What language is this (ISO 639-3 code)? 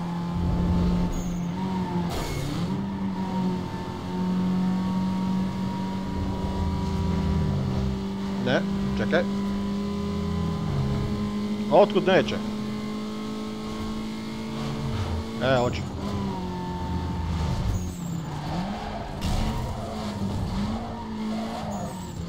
hrv